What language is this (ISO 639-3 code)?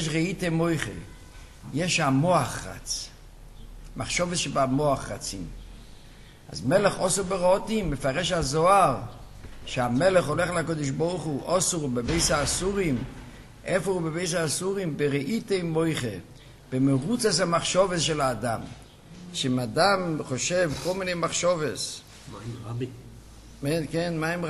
heb